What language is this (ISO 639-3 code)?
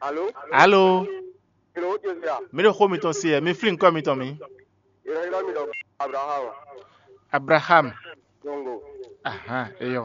fon